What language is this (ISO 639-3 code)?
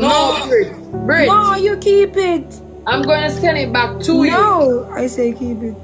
jam